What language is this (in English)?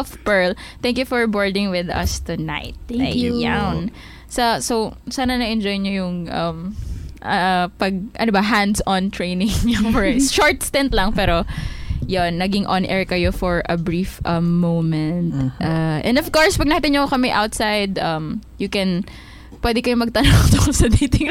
Filipino